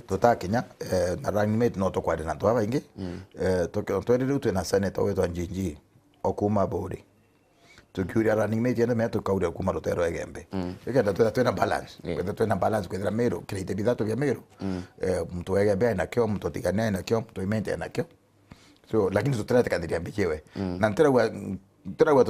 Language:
Meru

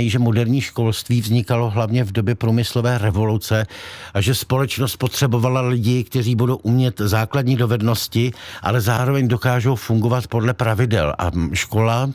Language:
Czech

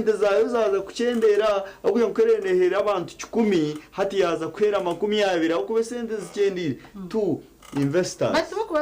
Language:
Nyankole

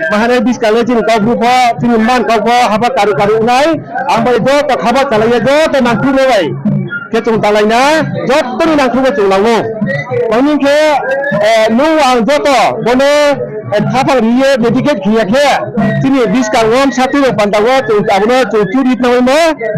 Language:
Riang (India)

